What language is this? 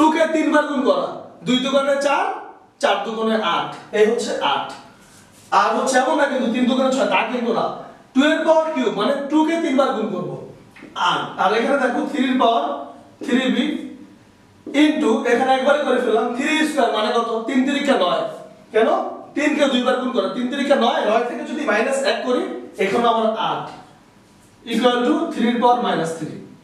Bangla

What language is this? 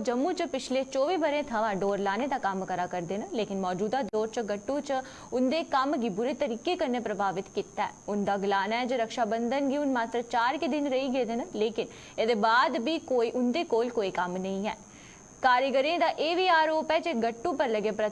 Dogri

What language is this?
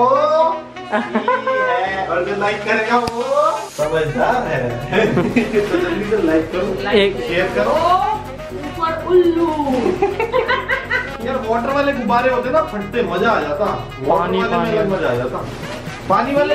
Hindi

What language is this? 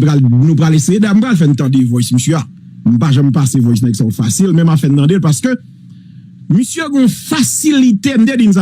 Haitian Creole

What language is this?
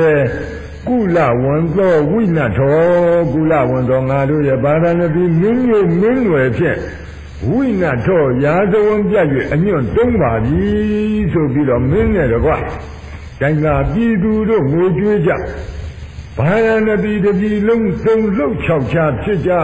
Burmese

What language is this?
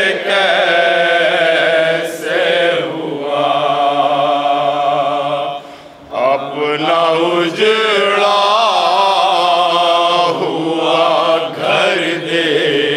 Hindi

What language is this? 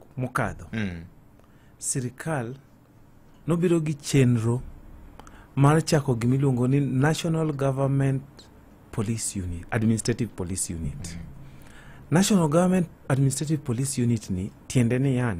Luo (Kenya and Tanzania)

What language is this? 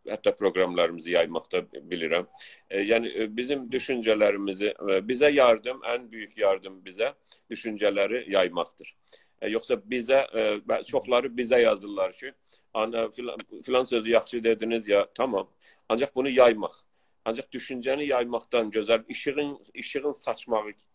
South Azerbaijani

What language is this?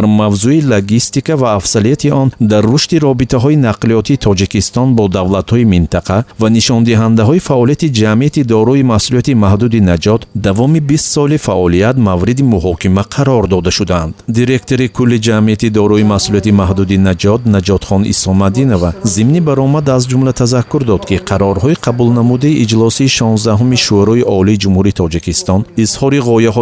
Tajik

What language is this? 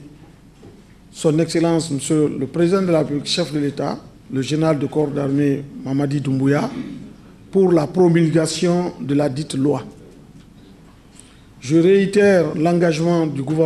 French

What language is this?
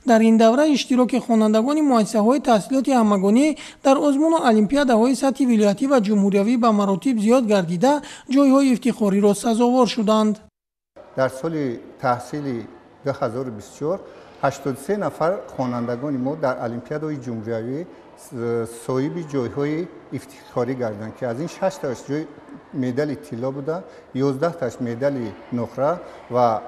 Tajik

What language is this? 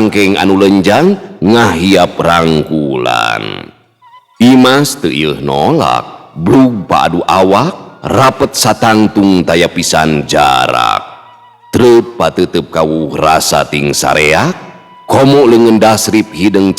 Sundanese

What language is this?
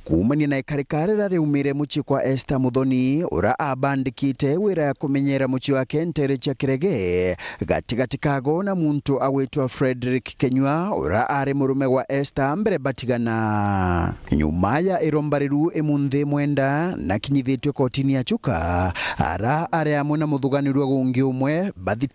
Meru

